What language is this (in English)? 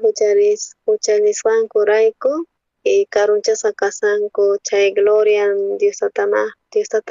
South Bolivian Quechua